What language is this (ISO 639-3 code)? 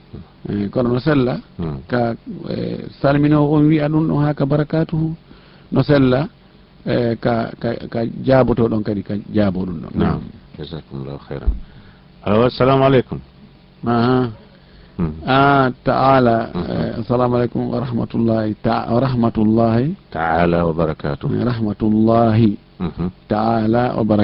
ful